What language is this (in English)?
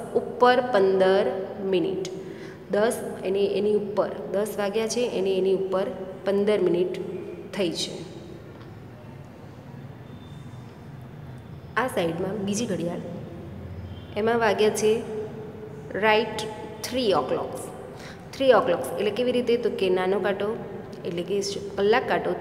Gujarati